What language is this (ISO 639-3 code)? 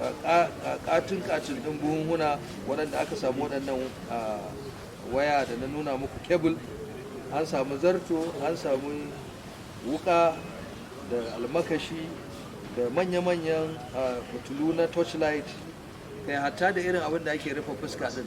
hau